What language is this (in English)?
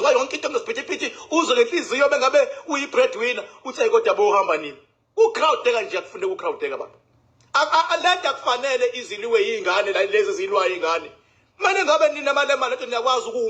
Zulu